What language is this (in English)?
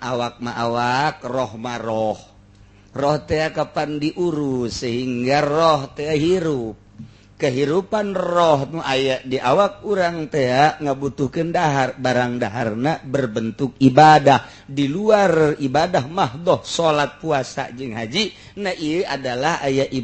Sundanese